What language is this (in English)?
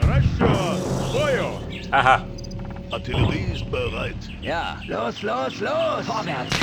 Bavarian